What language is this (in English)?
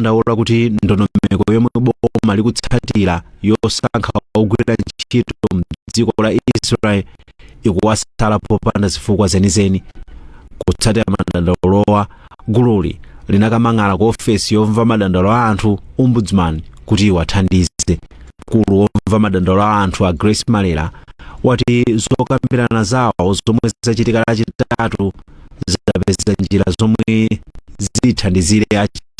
Nyanja